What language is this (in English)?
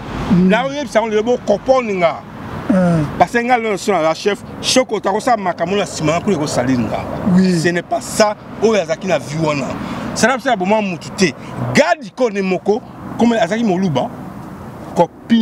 Lingala